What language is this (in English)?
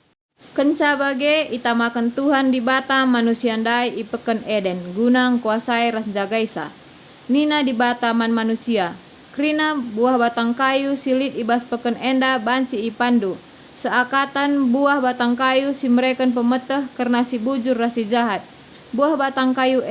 Batak Karo